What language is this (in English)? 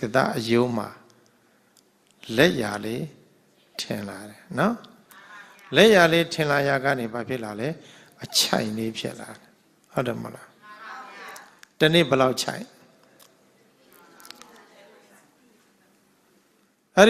Burmese